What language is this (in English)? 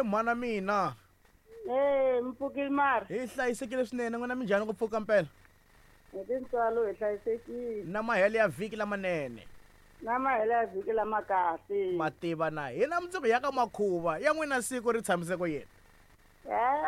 Tsonga